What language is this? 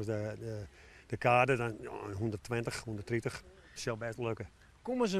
Western Frisian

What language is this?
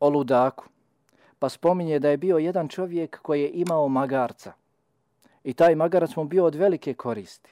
Bosnian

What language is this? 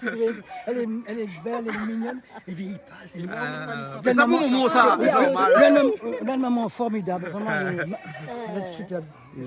Réunion Creole French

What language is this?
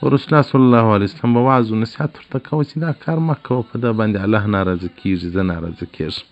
Pashto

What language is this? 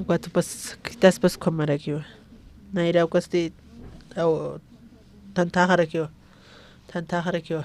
Aymara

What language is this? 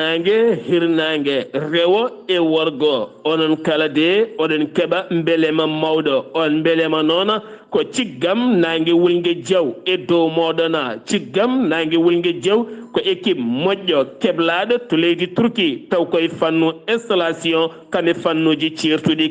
Fula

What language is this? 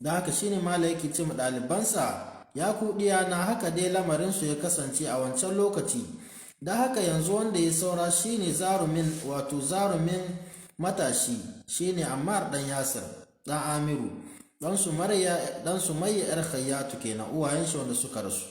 Hausa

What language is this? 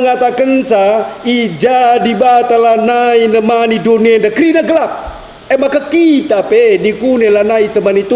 Batak Karo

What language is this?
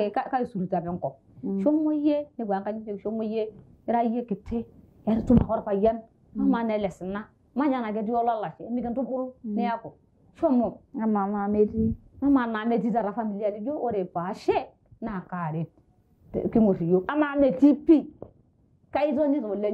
Masai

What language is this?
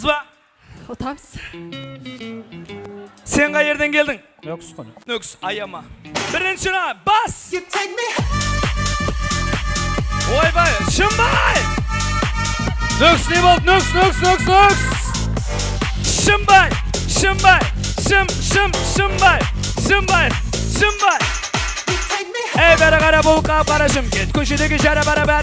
Kazakh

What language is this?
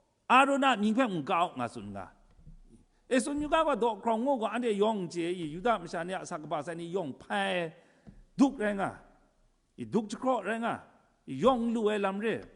Kachin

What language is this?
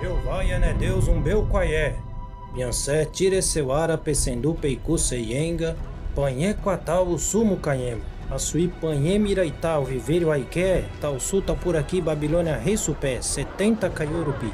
Nheengatu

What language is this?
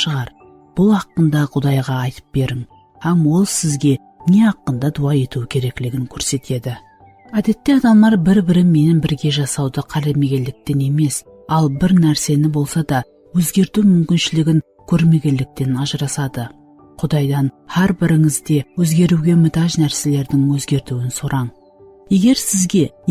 Kara-Kalpak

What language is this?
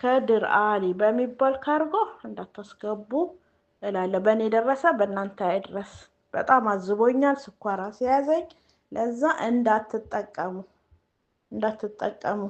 Amharic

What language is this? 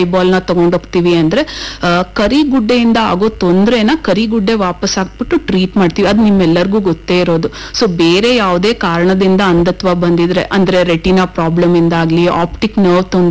Kannada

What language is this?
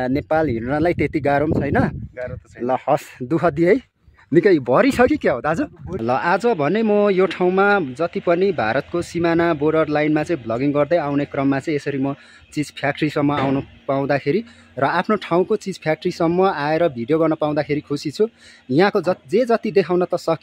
Nepali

